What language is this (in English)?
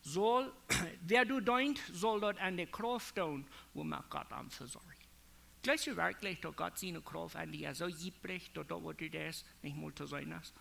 Plautdietsch